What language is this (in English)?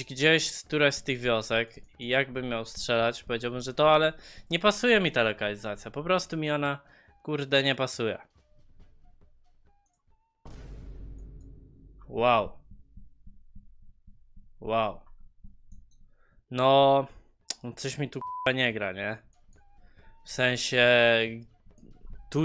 Polish